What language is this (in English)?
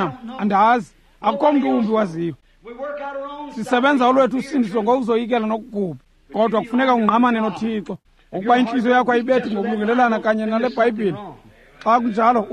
Xhosa